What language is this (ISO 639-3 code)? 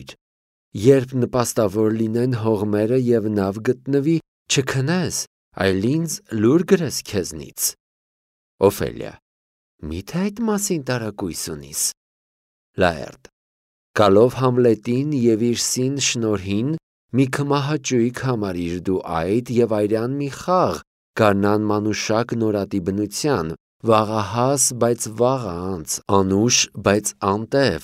hye